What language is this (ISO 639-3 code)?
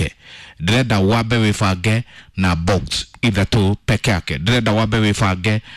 kik